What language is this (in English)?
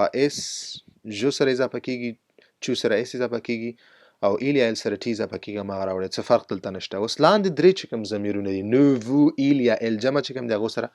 Pashto